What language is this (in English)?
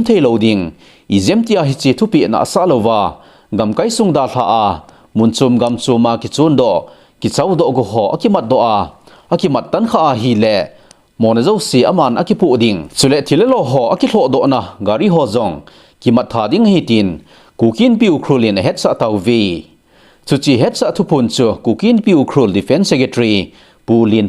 Thado Chin